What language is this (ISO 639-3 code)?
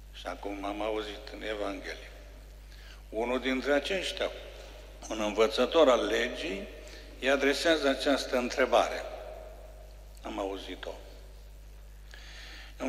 ron